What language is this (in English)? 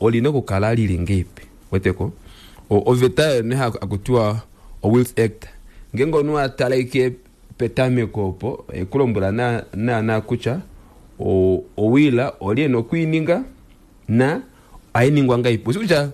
Kuanyama